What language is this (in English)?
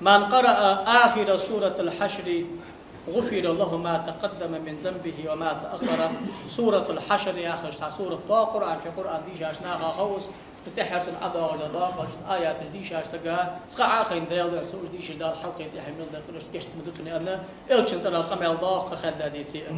Ingush